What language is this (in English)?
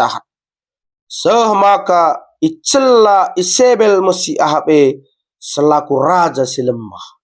Batak Karo